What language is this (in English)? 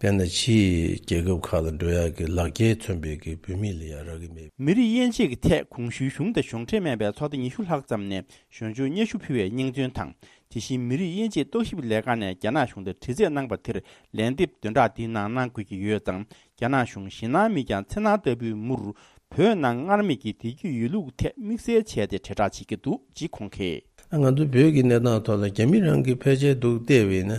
Tibetan